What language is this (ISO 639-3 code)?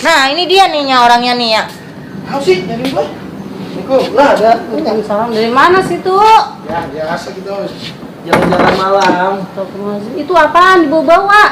bew